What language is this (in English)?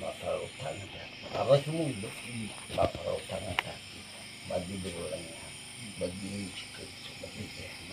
Nias